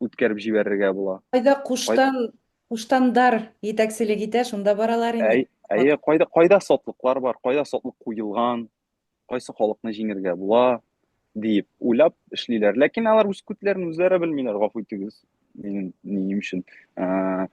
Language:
Bashkir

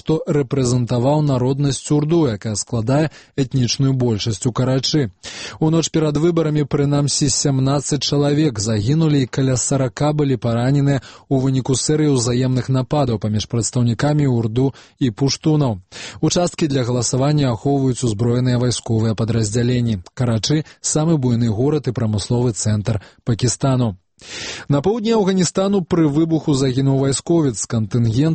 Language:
Belarusian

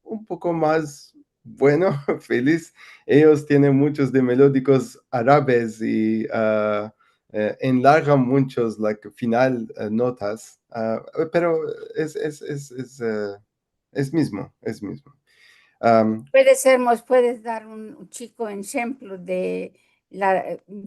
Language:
Ladino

